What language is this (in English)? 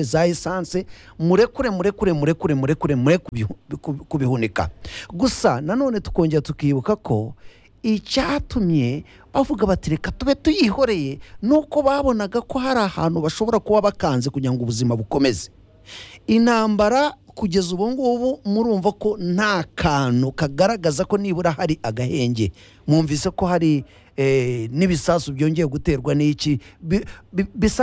Kinyarwanda